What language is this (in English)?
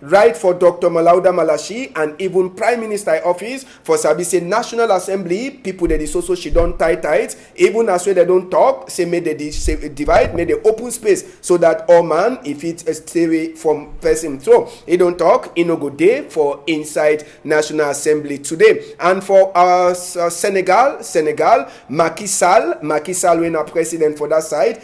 Cameroon Pidgin